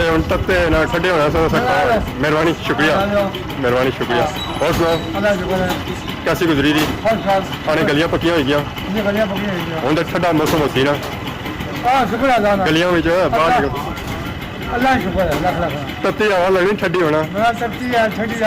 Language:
Pahari-Potwari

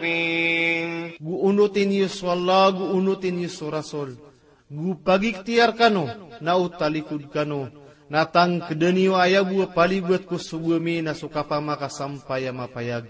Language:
Maranao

